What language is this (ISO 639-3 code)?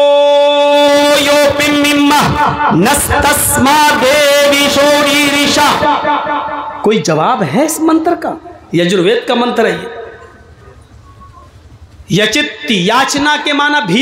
hin